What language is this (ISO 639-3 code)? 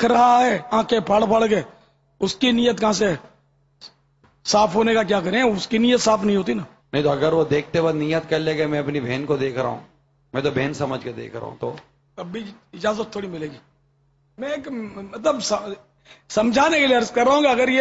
urd